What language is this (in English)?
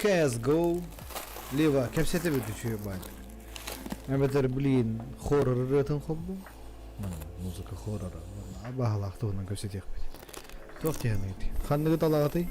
Yakut